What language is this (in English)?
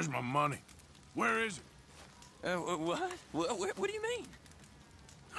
English